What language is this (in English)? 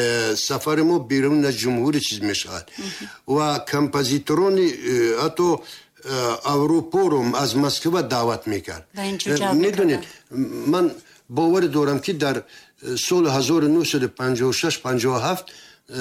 Tajik